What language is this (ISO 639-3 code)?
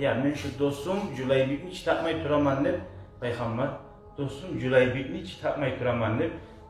kum